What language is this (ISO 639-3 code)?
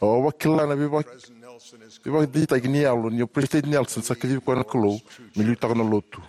fij